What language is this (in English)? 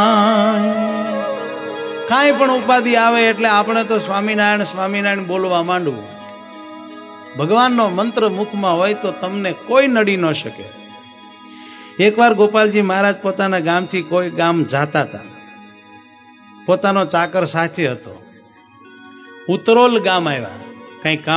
Gujarati